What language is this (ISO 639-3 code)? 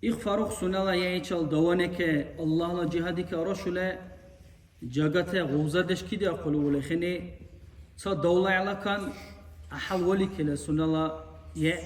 dar